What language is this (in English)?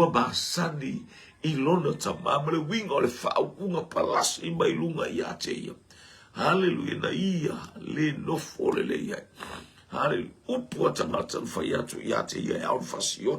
Samoan